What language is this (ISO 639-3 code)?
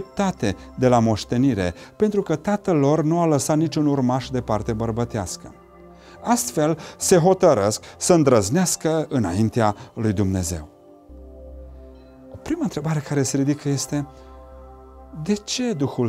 ron